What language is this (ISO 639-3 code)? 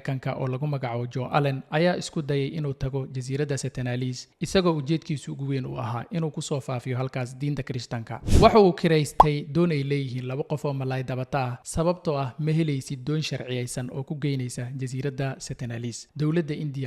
som